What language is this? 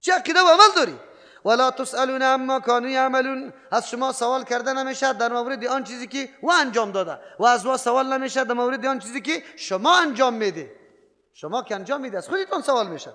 Persian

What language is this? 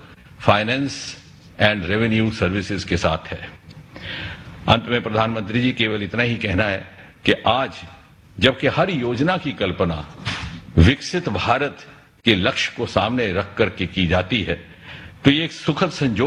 Hindi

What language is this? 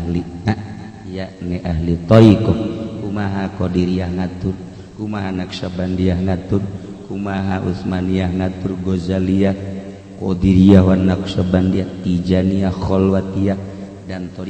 Sundanese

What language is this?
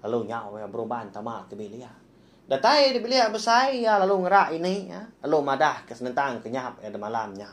Iban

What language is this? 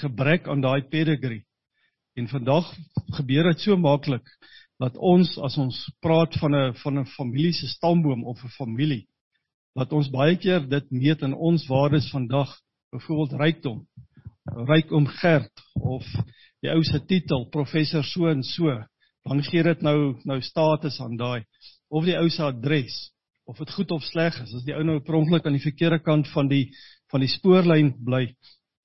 Afrikaans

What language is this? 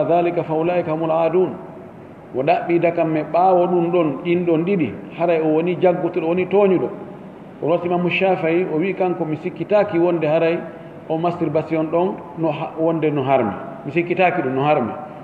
Fula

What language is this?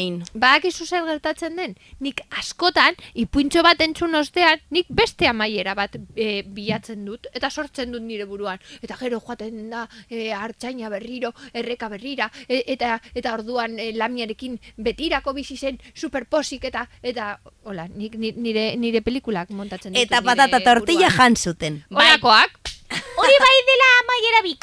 Basque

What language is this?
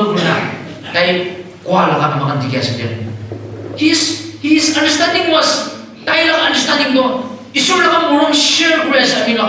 Naga Pidgin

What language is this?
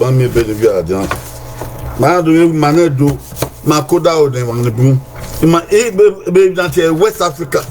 Bini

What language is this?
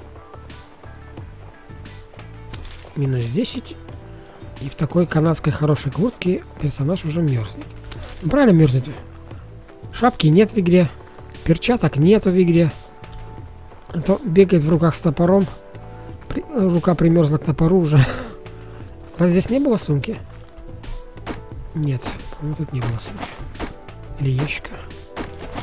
Russian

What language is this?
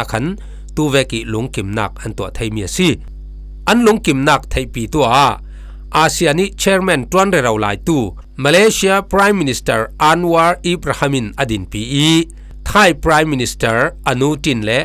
Falam Chin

